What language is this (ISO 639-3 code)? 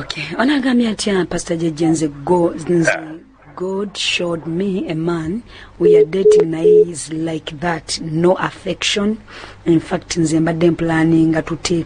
lug